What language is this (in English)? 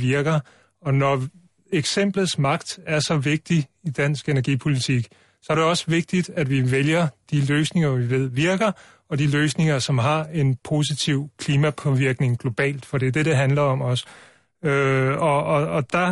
Danish